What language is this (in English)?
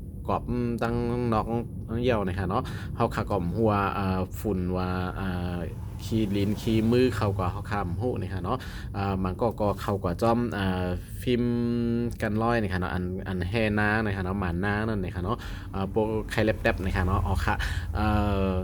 Shan